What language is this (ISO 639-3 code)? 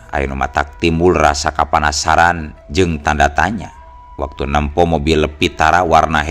sun